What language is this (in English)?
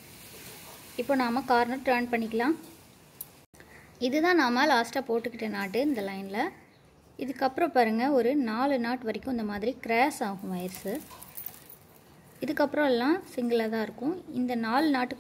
Tamil